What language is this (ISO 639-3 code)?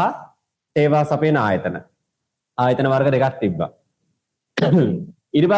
sin